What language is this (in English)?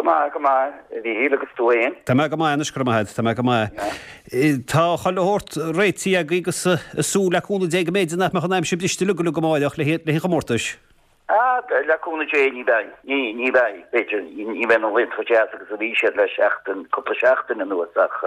Irish